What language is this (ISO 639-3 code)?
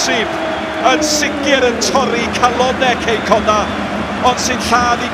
cym